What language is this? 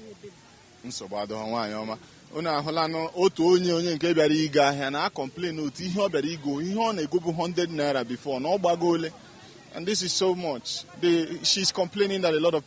Igbo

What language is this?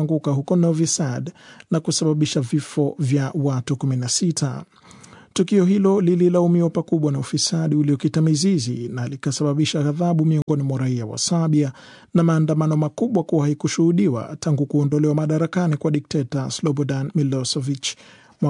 Swahili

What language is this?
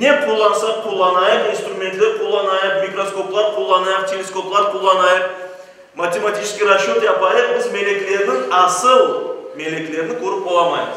Crimean Tatar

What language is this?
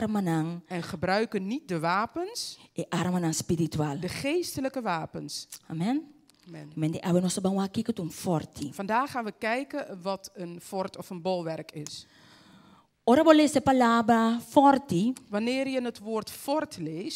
Papiamento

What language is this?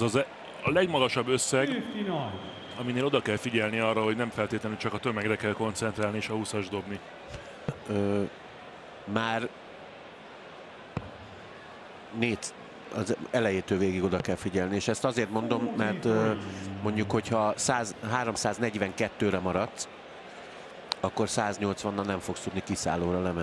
Hungarian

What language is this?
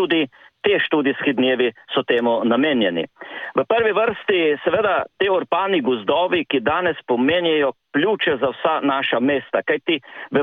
Slovenian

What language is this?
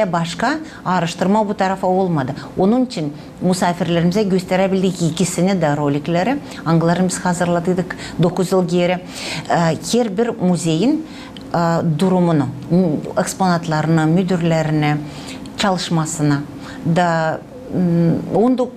Gagauz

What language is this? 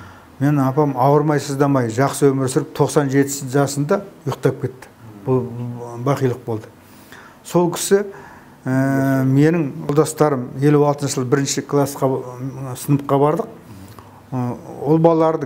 Kazakh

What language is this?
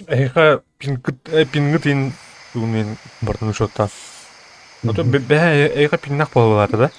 Yakut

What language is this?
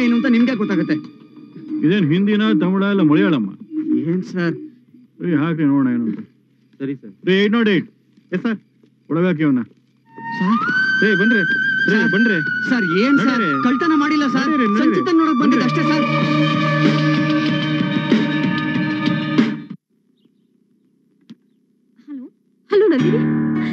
Kannada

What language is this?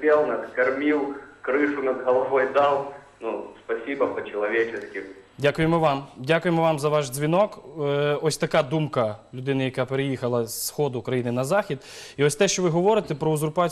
Ukrainian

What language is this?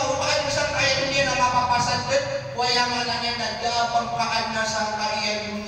Maranao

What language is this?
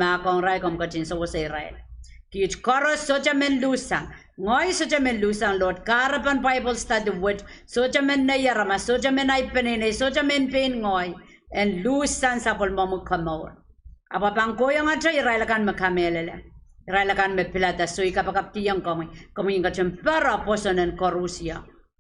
Pohnpeian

